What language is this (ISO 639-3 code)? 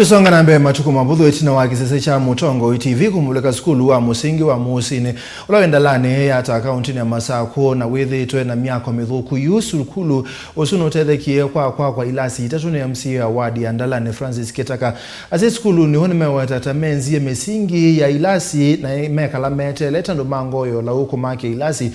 kam